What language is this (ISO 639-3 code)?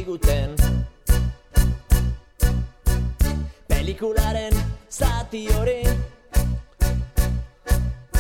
eus